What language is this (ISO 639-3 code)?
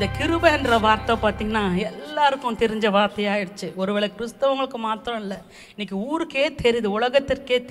tam